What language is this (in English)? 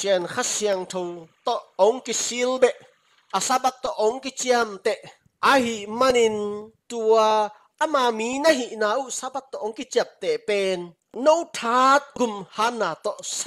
Tedim Chin